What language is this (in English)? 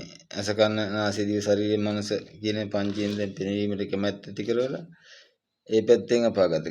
Sinhala